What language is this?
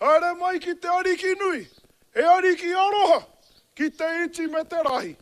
Māori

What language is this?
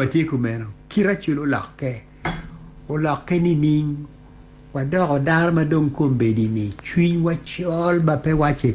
Acoli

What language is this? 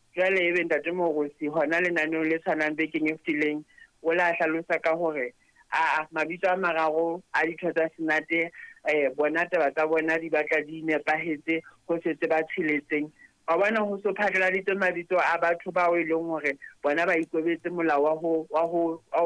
Southern Sotho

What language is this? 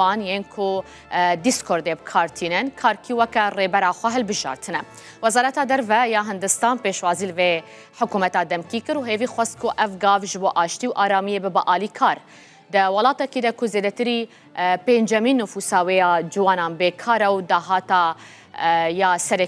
Kurdish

